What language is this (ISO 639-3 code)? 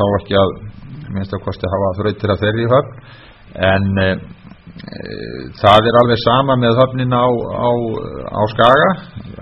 isl